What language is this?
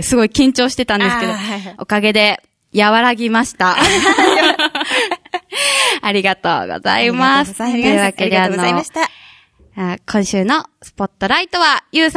Japanese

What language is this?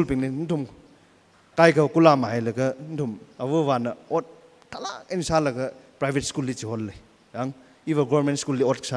Tangkhul Naga (India)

